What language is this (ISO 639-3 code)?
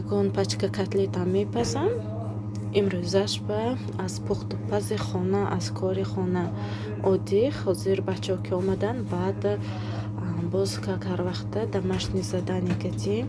tgk